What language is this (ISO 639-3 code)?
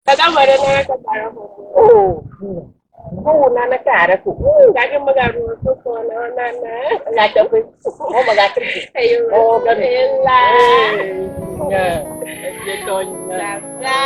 ewe